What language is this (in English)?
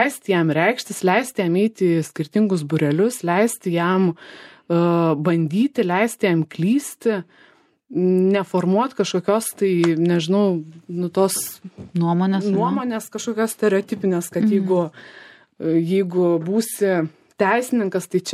Lithuanian